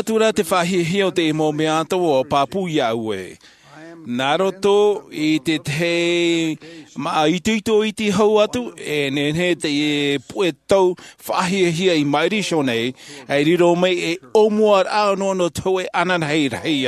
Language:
Tahitian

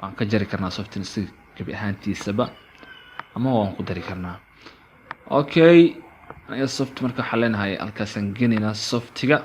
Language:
Somali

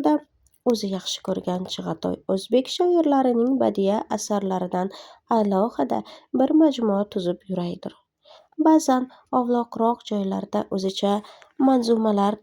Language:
Uzbek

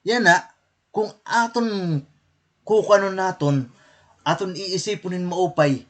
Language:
Waray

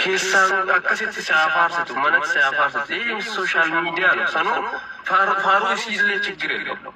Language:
Oromo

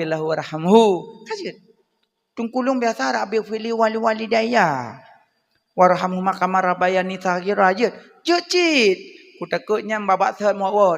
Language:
Achinese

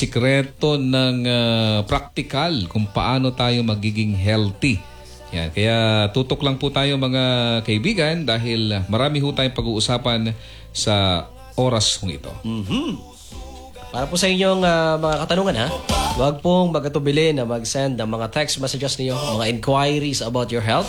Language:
Filipino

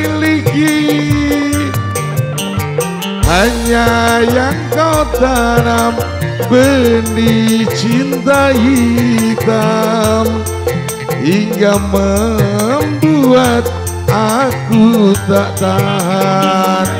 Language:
Indonesian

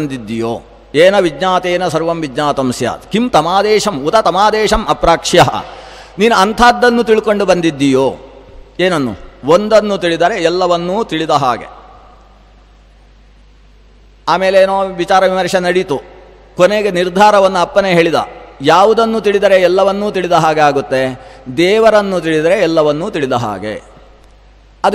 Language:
Kannada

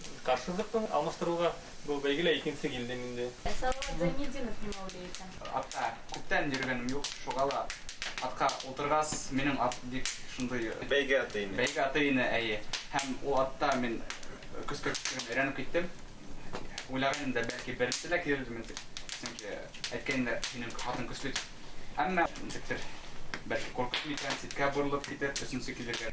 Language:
Bashkir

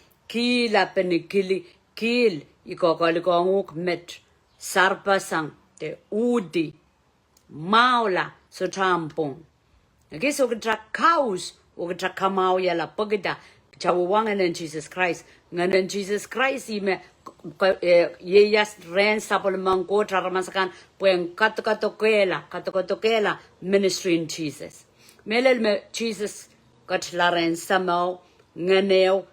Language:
Pohnpeian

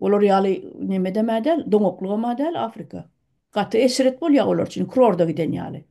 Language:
Turkmen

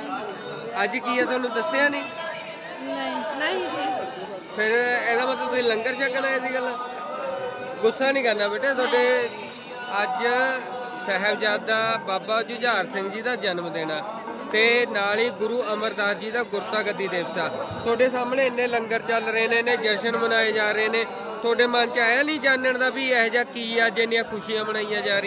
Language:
Punjabi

